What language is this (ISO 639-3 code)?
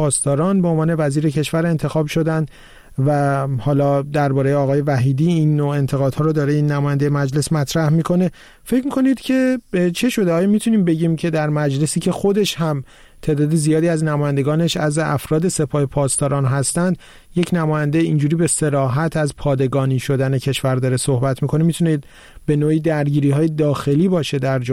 fas